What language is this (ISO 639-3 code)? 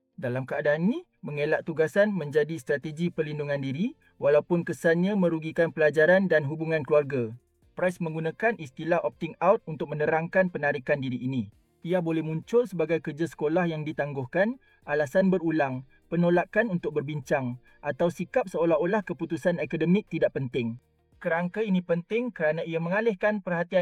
msa